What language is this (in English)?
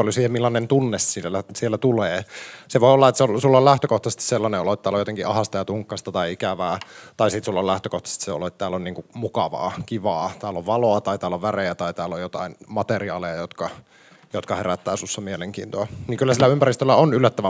Finnish